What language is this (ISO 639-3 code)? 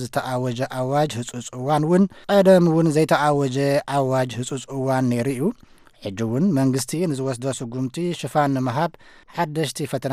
tir